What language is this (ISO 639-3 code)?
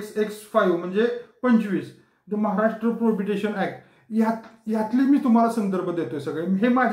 mar